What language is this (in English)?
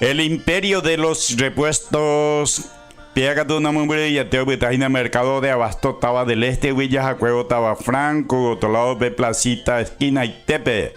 Guarani